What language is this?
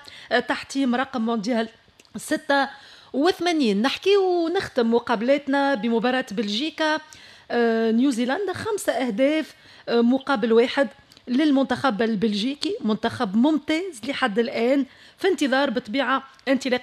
Tunisian Arabic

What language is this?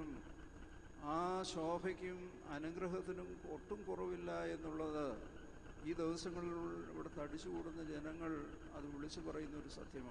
Malayalam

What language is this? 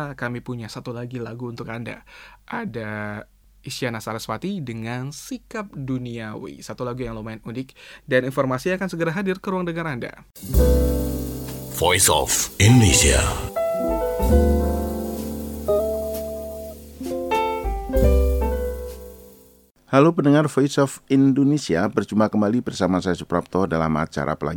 Indonesian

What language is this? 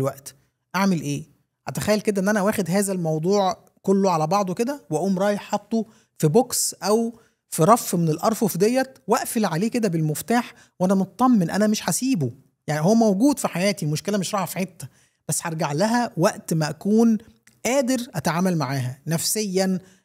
Egyptian Arabic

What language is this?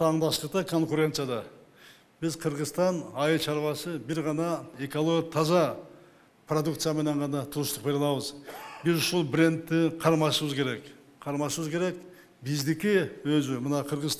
Kyrgyz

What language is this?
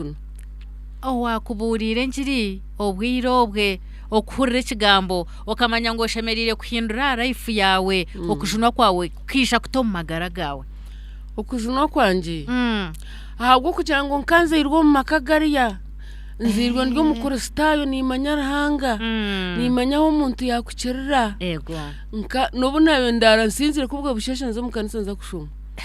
Nyankole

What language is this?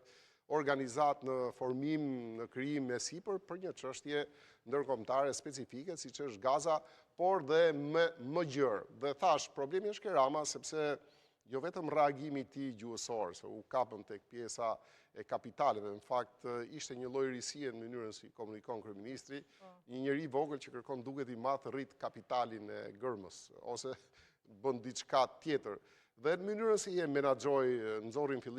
Albanian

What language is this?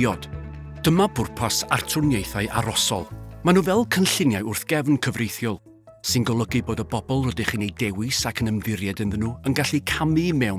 Welsh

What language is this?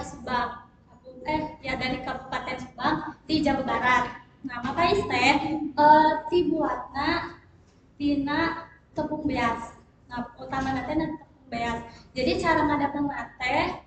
Sundanese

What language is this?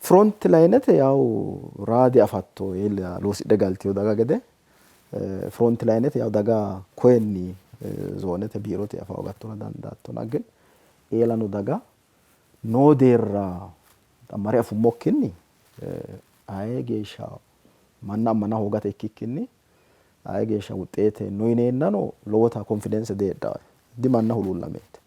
Sidamo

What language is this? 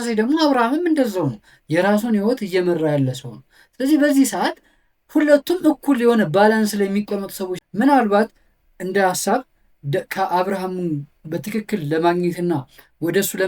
Amharic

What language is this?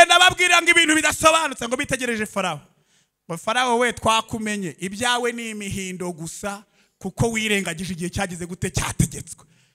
Kinyarwanda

